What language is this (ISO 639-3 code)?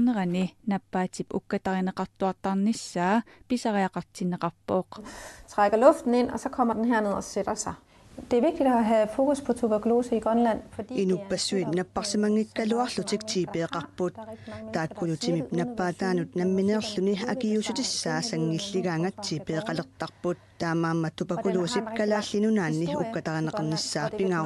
kal